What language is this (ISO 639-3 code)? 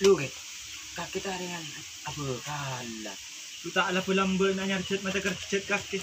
mad